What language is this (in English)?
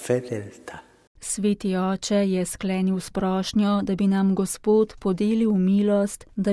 Slovenian